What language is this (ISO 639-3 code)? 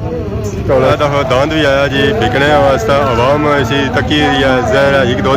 phr